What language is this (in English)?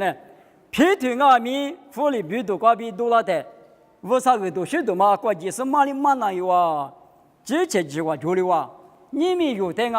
Lisu